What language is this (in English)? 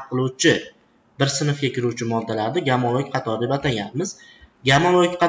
Uzbek